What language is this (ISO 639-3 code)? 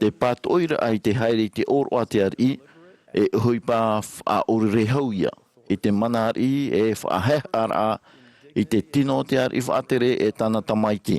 tah